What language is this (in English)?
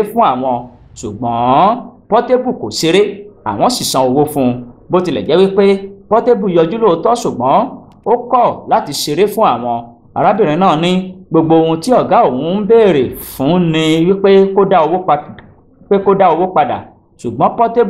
Yoruba